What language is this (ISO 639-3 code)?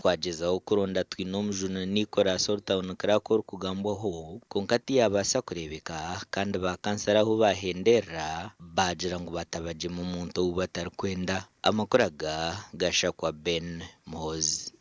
nyn